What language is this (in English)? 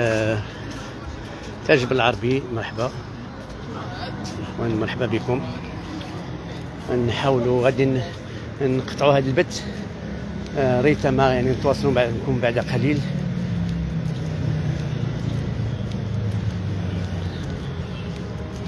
Moroccan Arabic